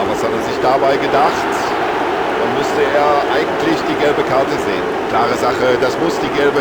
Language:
Bavarian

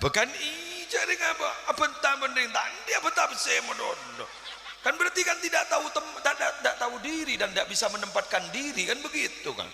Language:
Madurese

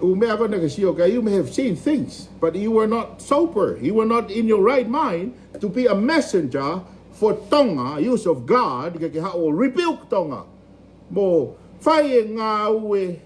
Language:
Tongan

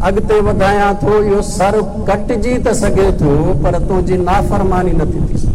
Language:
Sindhi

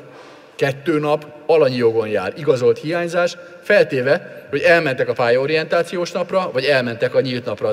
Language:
Hungarian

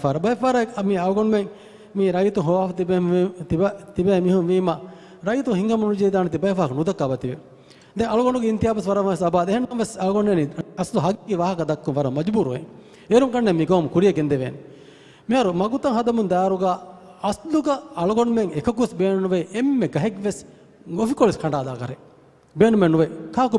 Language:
Divehi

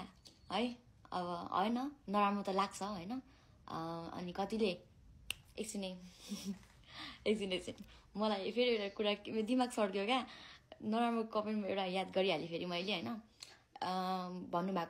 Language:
Nepali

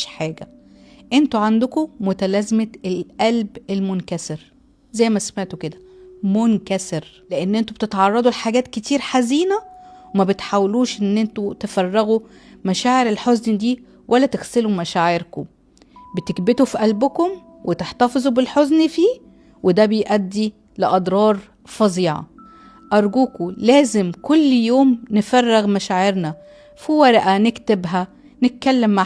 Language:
Egyptian Arabic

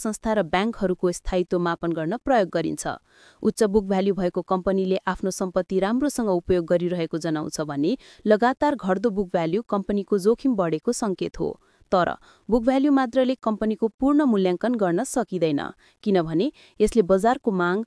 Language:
Nepali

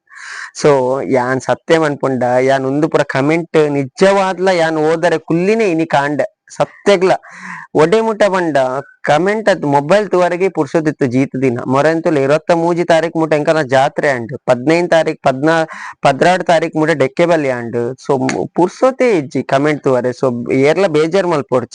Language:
Tulu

